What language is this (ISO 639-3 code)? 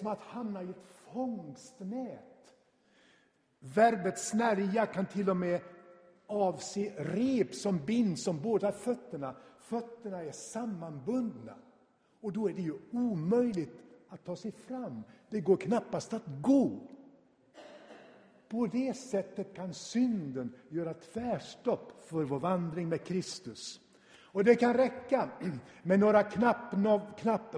swe